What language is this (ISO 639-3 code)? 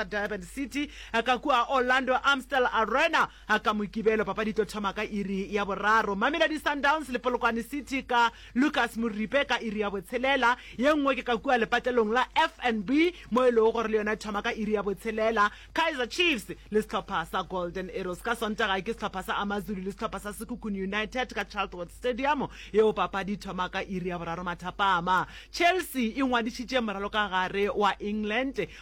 nso